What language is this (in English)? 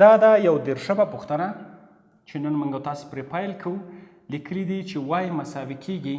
Pashto